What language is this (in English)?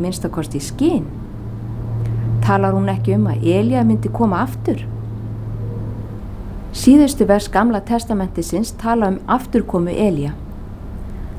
Icelandic